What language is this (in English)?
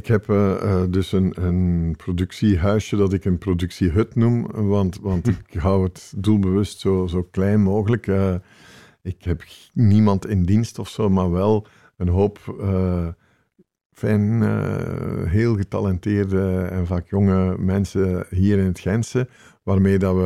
Dutch